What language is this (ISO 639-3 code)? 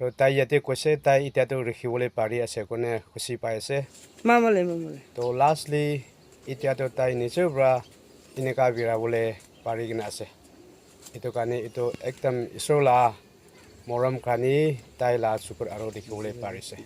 nag